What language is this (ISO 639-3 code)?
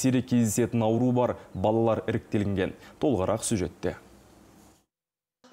kaz